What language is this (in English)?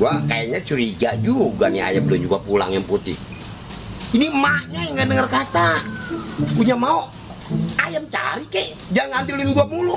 Betawi